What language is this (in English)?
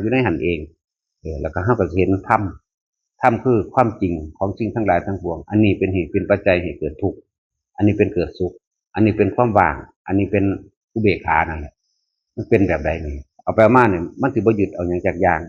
Northeastern Thai